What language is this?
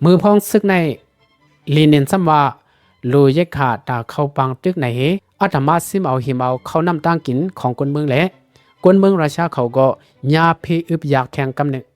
Shan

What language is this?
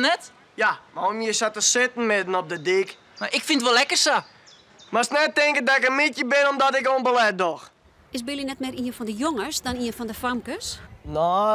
Western Frisian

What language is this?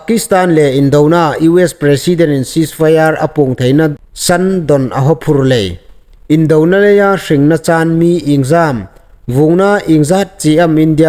Hmar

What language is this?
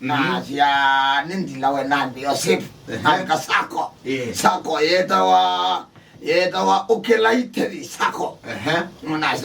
Kamba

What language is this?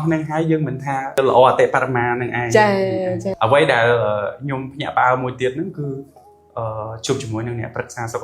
Khmer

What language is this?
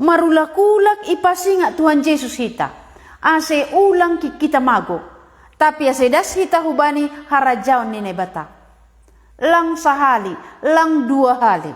Batak Simalungun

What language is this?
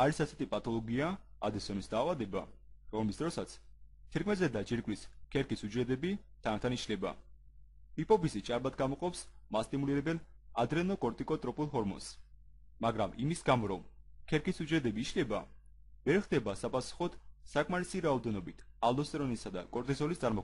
Georgian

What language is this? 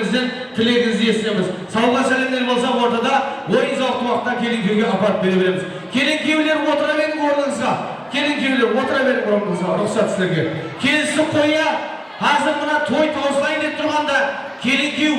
Kara-Kalpak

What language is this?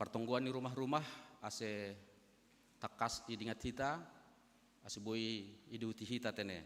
Batak Simalungun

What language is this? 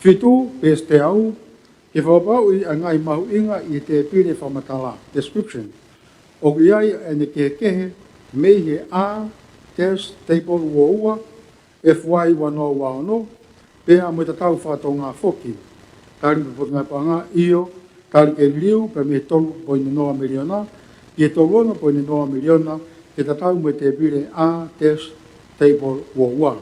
Tongan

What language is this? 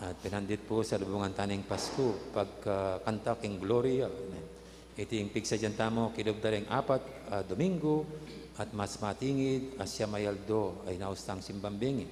Pampanga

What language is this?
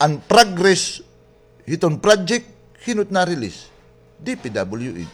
Waray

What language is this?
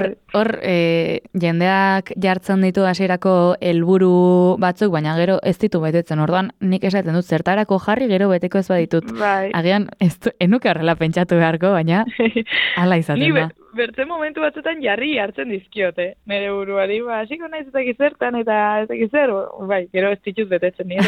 Basque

